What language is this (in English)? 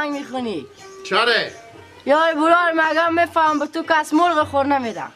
Persian